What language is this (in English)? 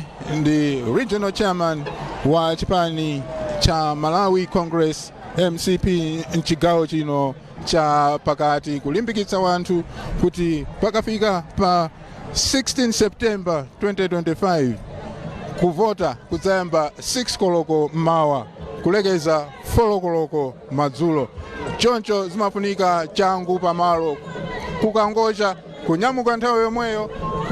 Nyanja